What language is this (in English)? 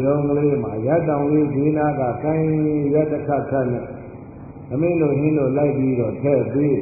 Burmese